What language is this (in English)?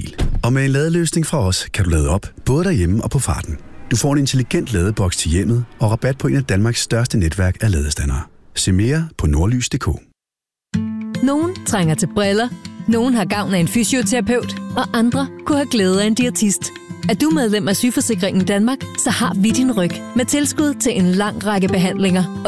Danish